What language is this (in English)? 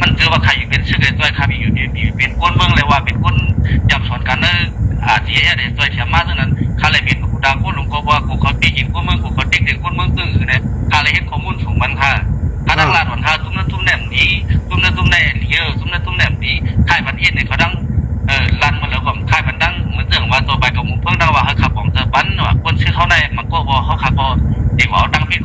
Shan